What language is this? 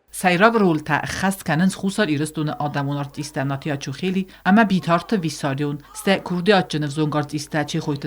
Ossetic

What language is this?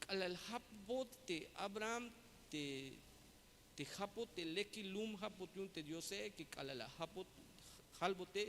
Tzeltal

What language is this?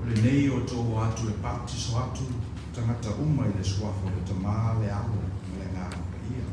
Samoan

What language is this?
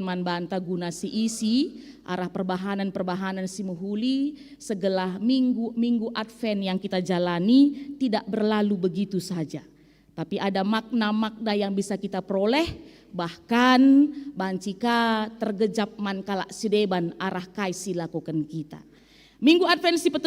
Batak Karo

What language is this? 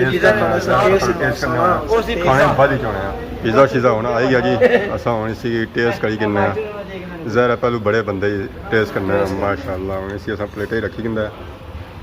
Pahari-Potwari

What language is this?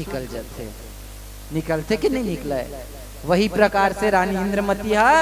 Chhattisgarhi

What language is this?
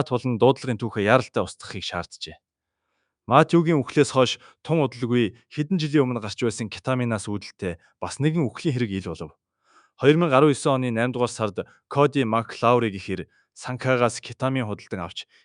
Mongolian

